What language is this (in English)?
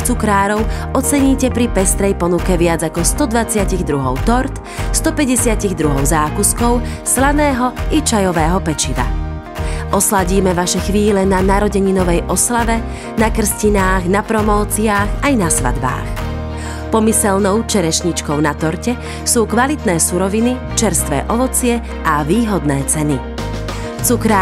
Slovak